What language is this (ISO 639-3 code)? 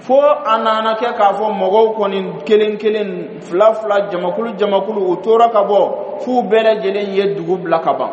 bam